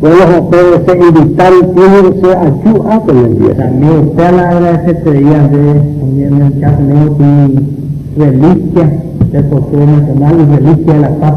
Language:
Guarani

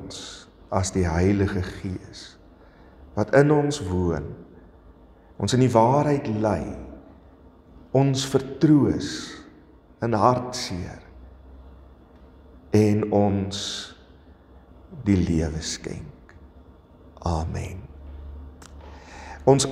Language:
Afrikaans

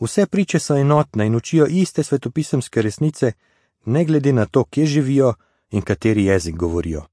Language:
Slovenian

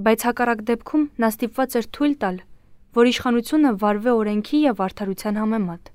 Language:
Armenian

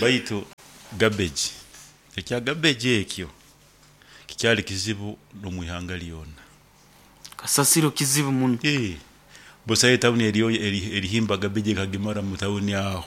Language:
Nyoro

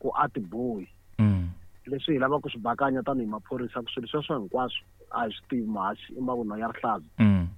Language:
Tsonga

